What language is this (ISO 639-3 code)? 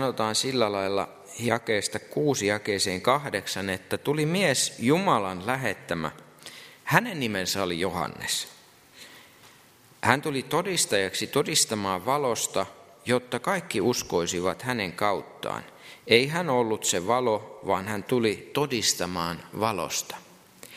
fin